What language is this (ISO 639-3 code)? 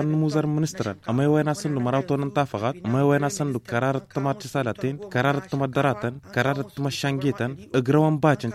taq